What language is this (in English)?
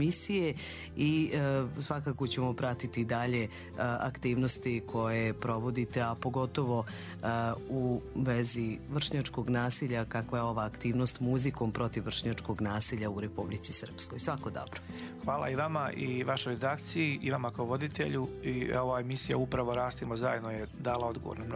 Croatian